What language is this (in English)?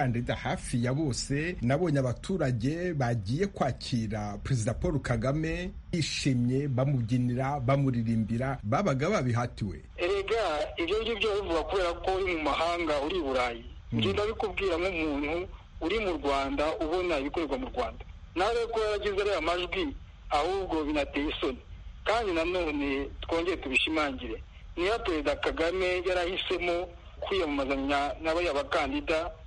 Kinyarwanda